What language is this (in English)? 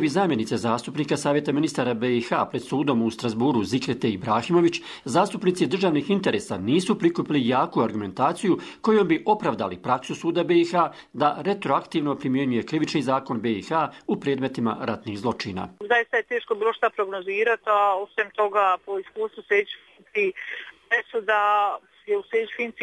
Bosnian